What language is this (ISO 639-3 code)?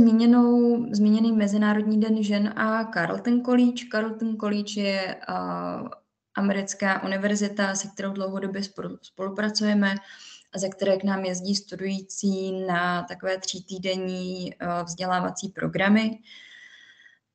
ces